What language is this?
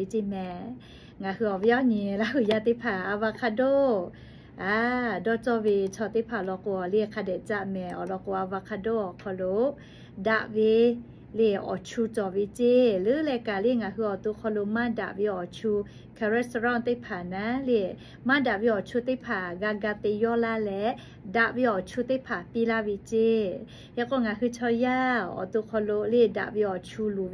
Lahu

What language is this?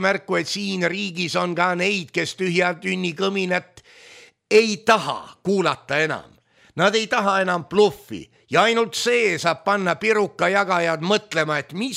Estonian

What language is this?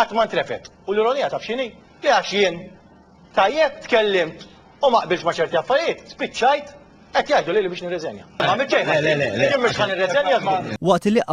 Maltese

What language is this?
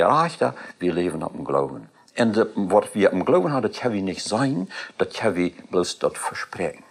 Plautdietsch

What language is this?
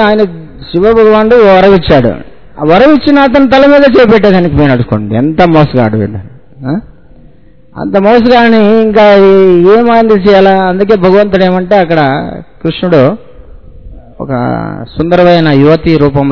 Telugu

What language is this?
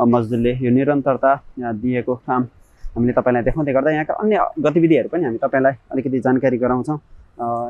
Nepali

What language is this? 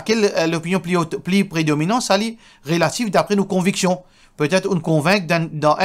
Morisyen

